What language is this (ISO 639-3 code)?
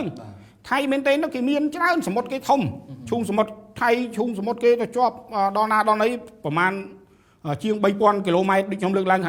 khm